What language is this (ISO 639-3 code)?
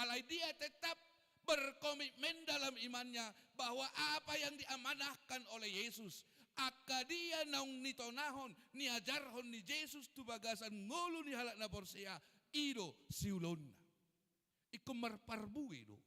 bbc